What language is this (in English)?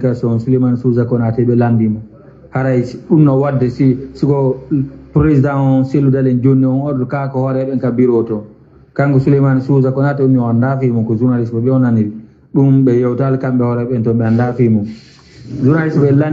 Pular